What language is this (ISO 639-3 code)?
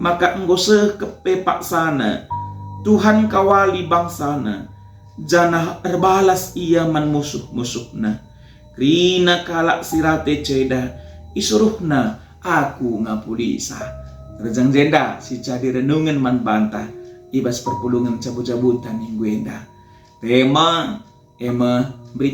btx